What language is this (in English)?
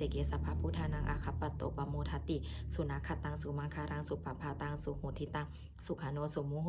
Pali